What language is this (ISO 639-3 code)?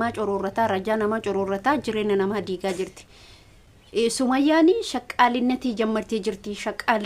orm